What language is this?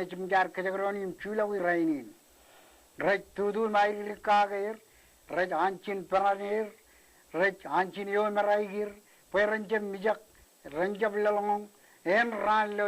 Marshallese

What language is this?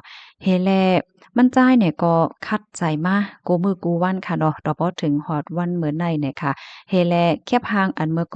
Shan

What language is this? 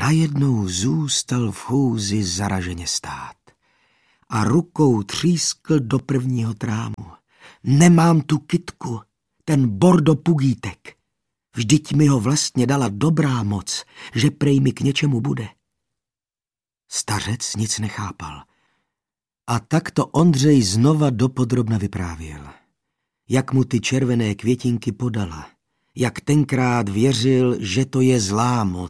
Czech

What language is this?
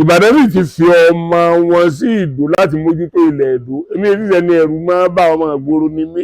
Yoruba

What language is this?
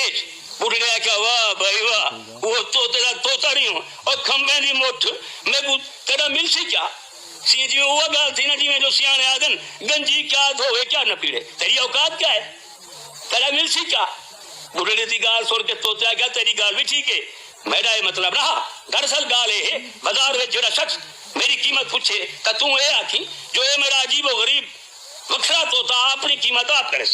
Saraiki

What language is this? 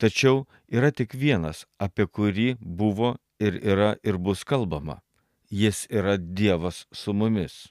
Lithuanian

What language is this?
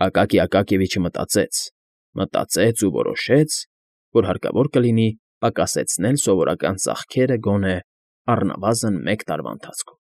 Armenian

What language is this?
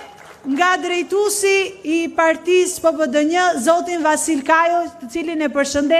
Albanian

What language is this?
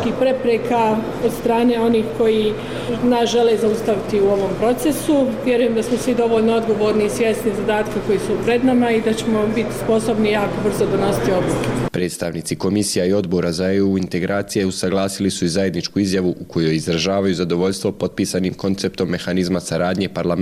Bosnian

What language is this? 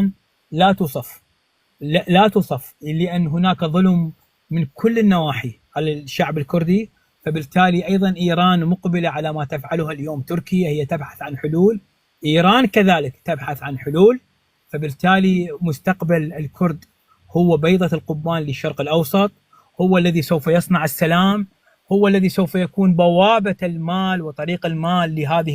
North Levantine Arabic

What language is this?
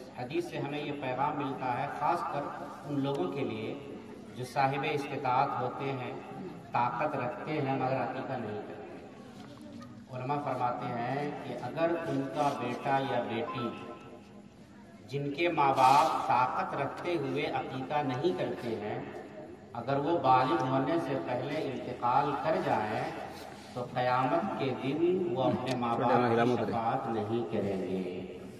Urdu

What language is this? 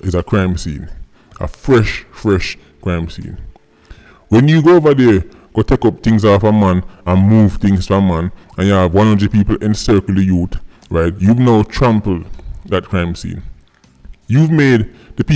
Jamaican Creole English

